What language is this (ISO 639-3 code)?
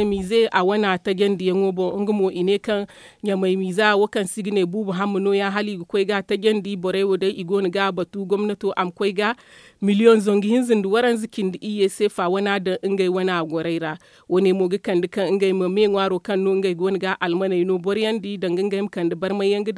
dje